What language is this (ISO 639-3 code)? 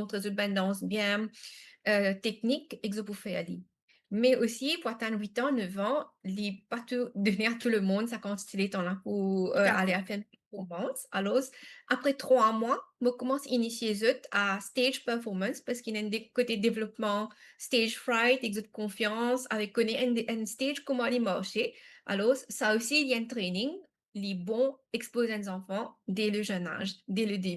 mfe